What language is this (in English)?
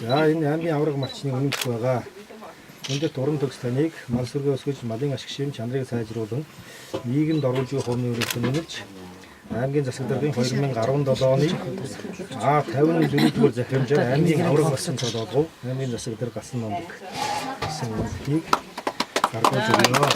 Mongolian